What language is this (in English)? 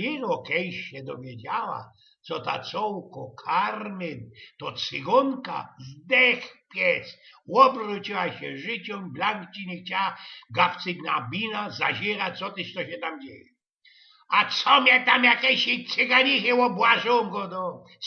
Silesian